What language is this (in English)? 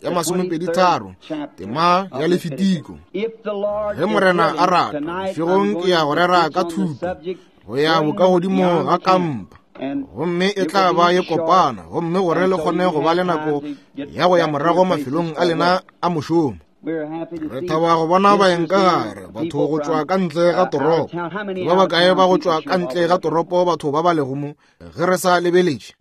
Northern Sotho